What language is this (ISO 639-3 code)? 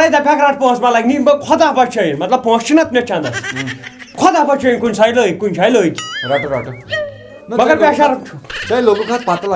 kas